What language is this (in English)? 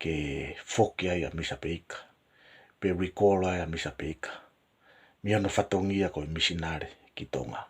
Tongan